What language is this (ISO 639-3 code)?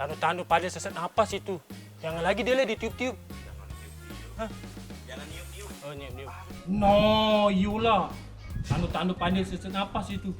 mui